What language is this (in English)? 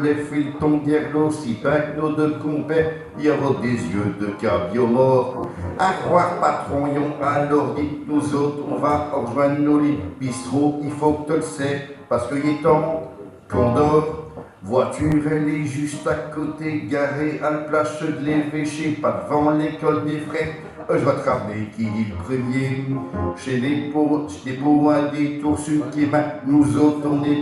Picard